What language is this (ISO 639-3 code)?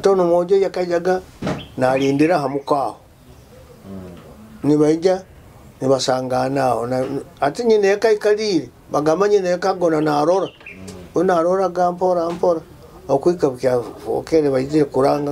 nyo